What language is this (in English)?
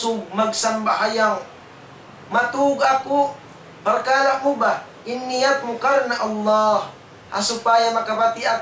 Tausug